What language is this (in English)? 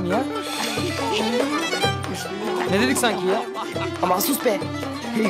Turkish